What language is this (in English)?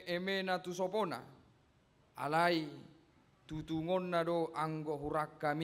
Batak Toba